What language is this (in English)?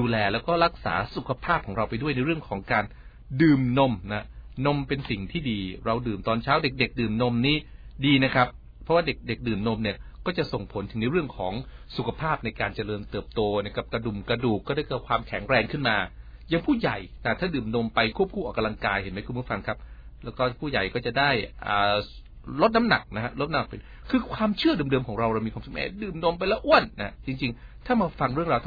Thai